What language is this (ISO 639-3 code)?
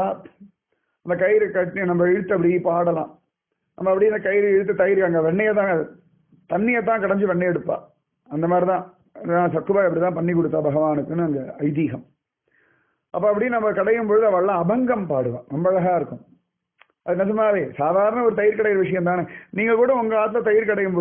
tam